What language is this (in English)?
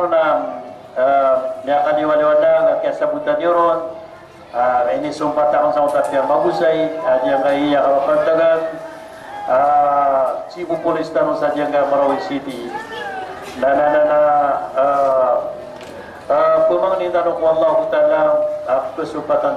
Maranao